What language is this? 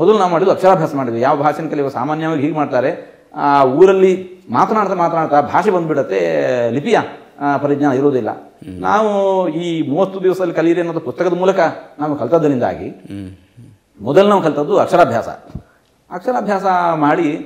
Kannada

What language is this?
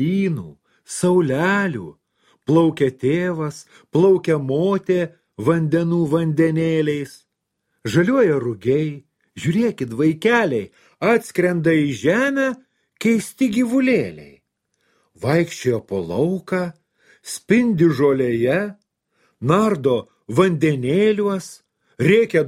Lithuanian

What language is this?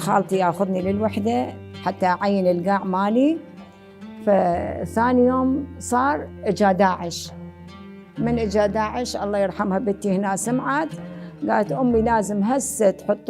Mesopotamian Arabic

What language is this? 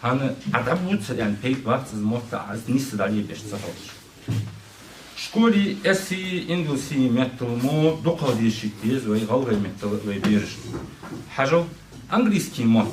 Ingush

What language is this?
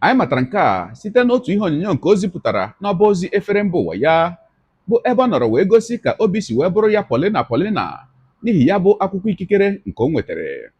Igbo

